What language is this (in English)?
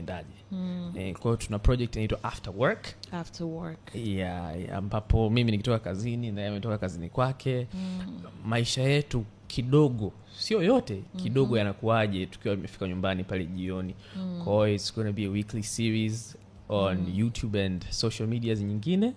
Swahili